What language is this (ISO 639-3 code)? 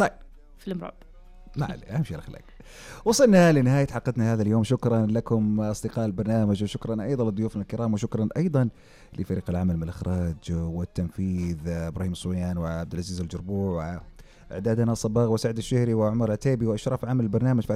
ars